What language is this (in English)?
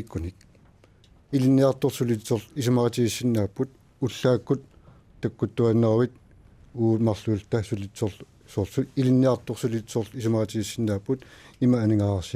Kalaallisut